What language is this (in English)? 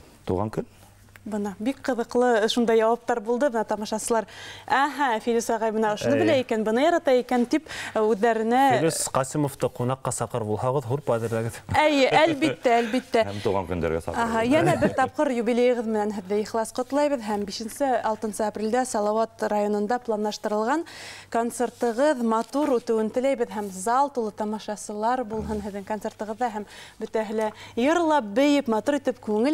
Bashkir